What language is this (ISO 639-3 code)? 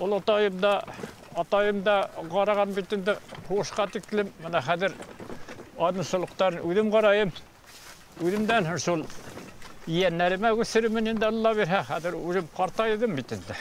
bak